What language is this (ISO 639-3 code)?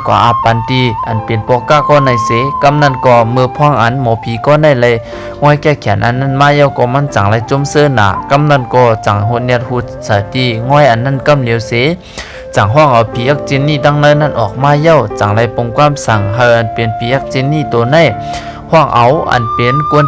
shn